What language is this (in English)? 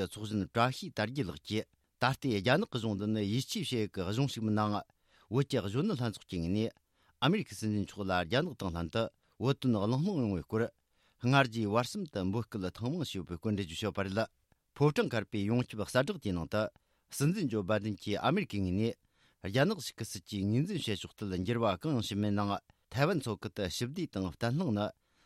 Tibetan